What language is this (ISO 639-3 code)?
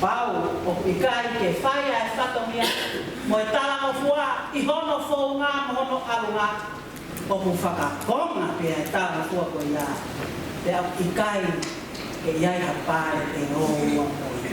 ton